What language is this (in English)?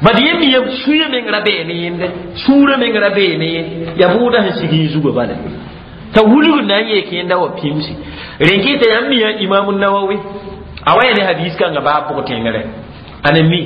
Mossi